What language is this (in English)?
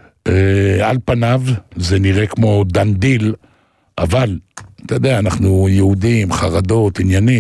Hebrew